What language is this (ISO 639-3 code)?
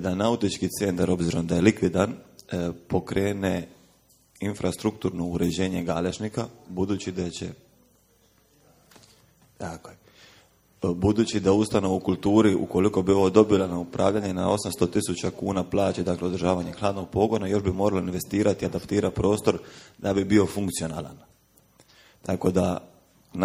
hrv